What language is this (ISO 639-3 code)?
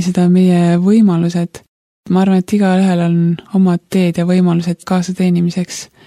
est